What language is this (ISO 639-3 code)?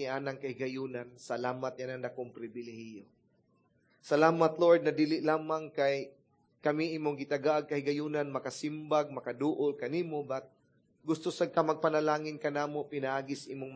ceb